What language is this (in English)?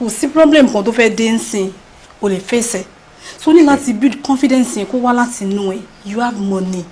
Yoruba